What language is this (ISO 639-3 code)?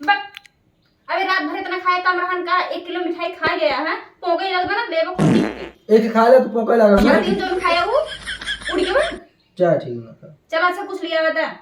awa